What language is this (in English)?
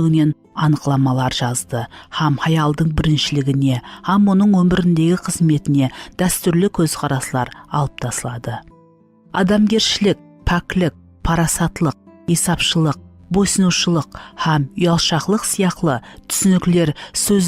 Kara-Kalpak